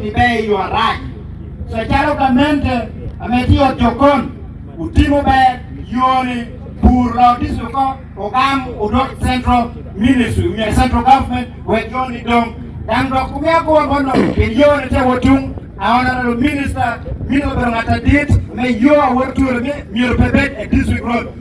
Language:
Acoli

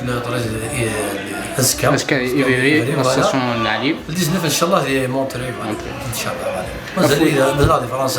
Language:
Kabyle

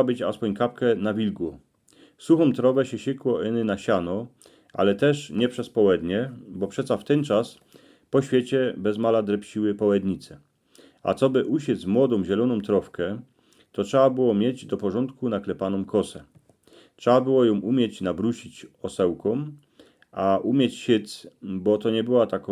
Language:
Silesian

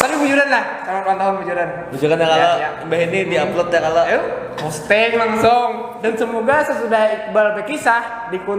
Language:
Banjar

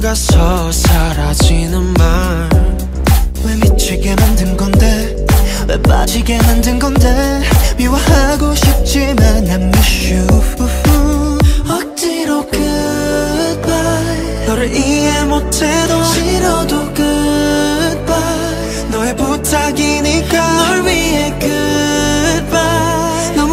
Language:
Korean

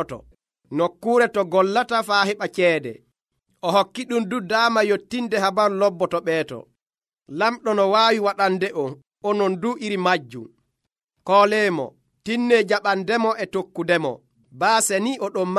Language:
Nigerian Fulfulde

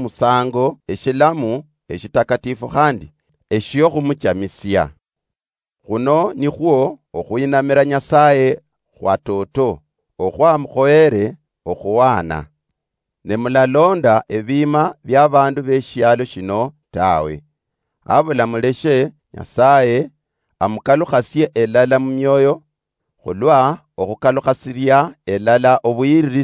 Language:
Luyia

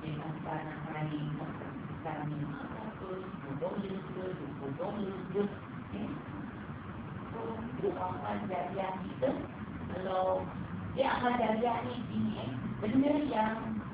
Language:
Malay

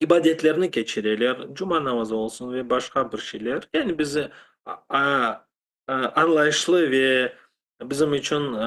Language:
Crimean Tatar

